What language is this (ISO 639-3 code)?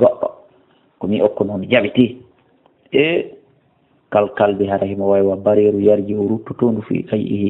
ful